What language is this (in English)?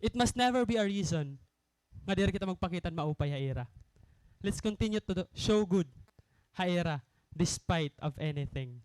Waray